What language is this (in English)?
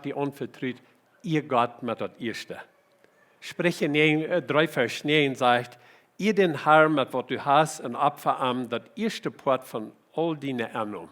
Plautdietsch